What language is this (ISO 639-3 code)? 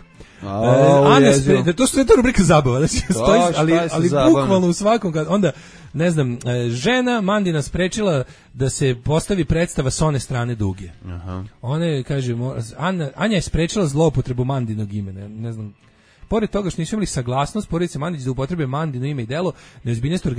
srp